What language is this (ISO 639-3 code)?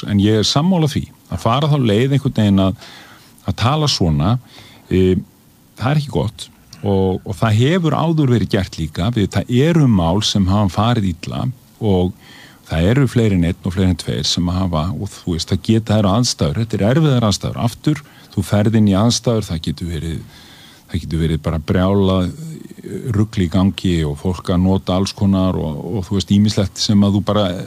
isl